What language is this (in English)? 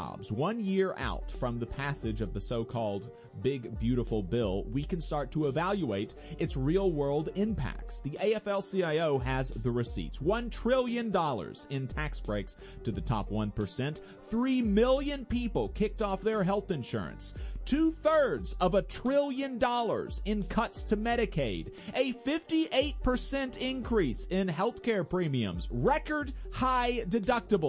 English